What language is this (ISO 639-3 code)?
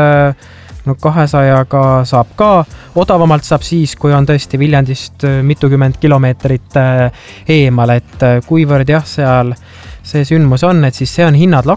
est